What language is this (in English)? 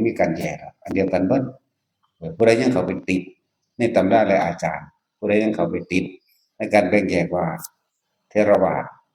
Northeastern Thai